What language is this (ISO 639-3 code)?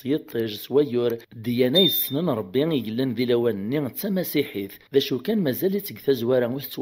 kab